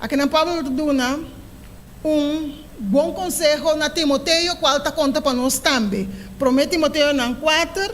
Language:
Papiamento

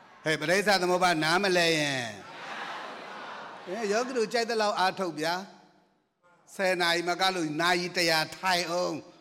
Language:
Burmese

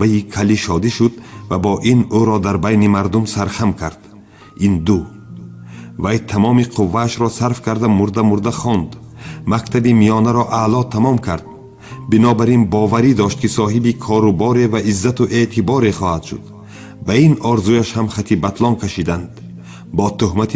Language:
Tajik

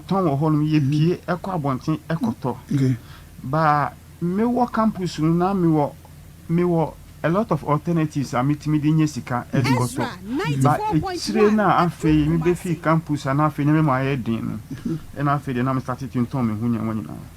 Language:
Akan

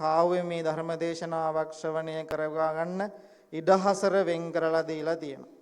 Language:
Sinhala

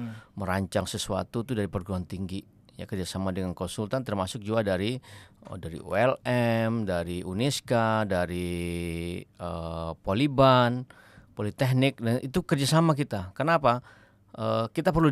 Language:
Banjar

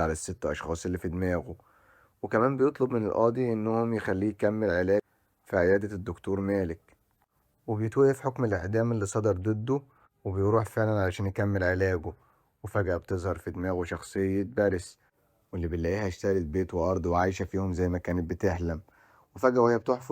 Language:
Egyptian Arabic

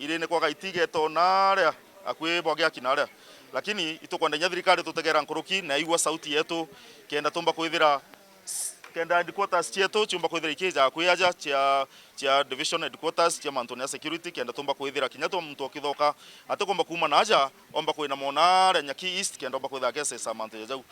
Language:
Meru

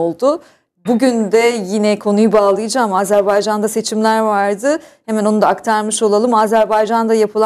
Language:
Turkish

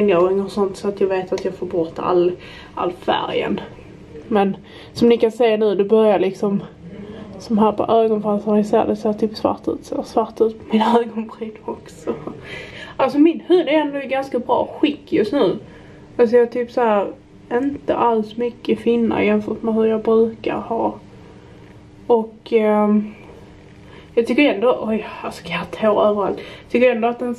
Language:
Swedish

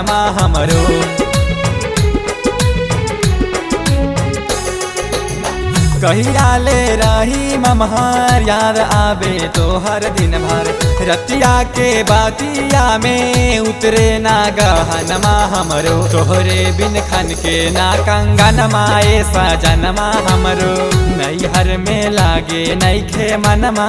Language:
Bhojpuri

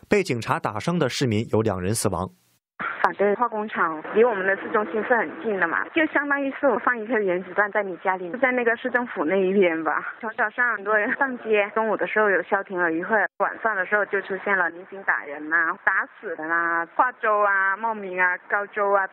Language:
Chinese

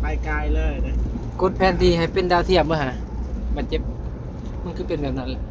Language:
Northeastern Thai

